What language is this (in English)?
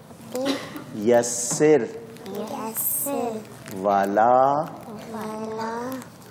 Urdu